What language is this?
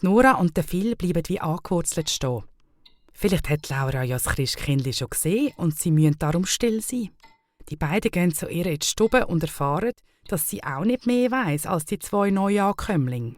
Swiss German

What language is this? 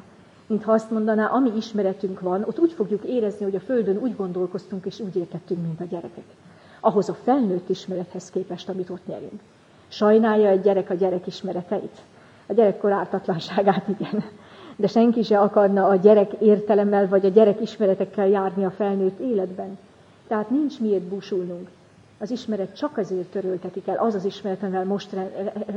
Hungarian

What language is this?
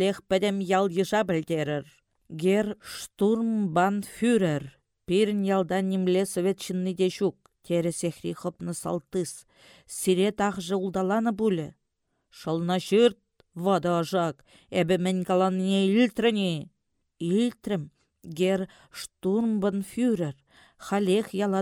Chuvash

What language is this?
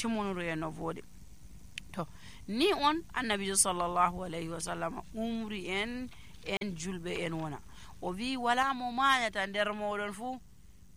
Nigerian Fulfulde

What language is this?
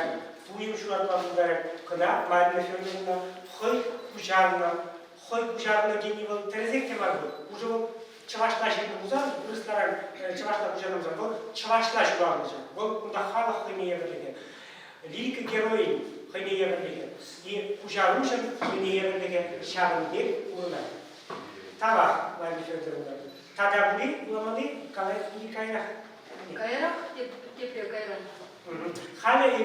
Chuvash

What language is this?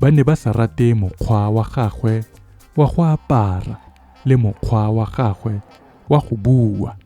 Tswana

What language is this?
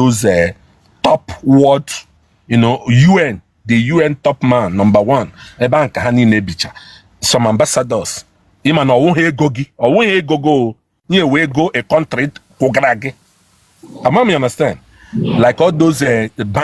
Igbo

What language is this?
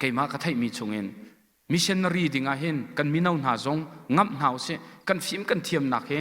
Hakha Chin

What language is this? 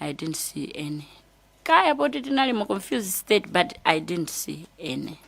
Nyanja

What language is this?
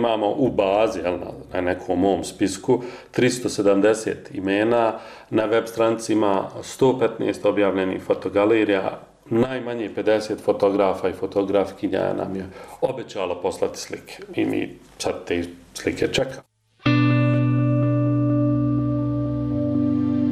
Bosnian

